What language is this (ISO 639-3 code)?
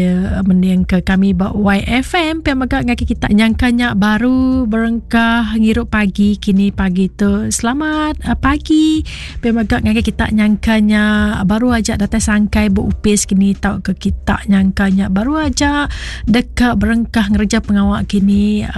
iba